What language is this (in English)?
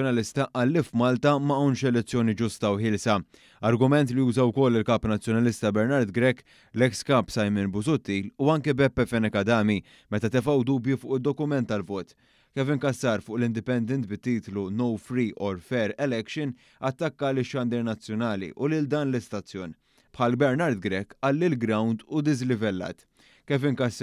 Maltese